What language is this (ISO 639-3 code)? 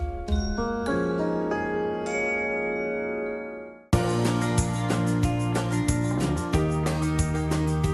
bul